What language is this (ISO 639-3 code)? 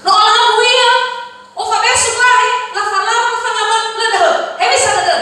nia